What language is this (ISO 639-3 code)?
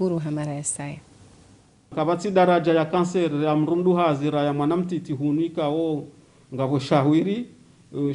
zdj